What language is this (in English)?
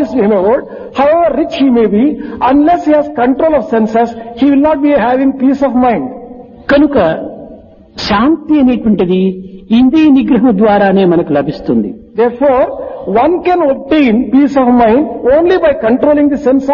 Telugu